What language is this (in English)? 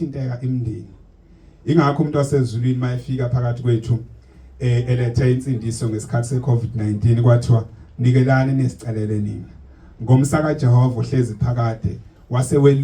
Zulu